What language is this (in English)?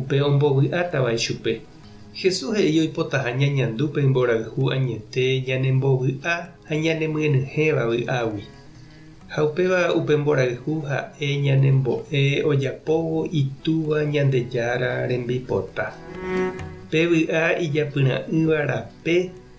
Guarani